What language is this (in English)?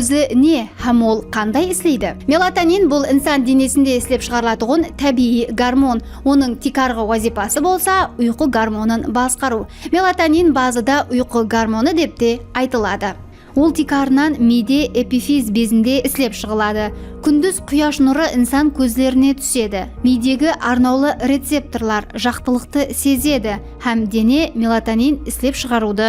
Kara-Kalpak